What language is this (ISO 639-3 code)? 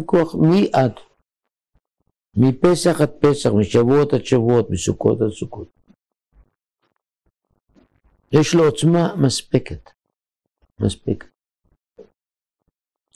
heb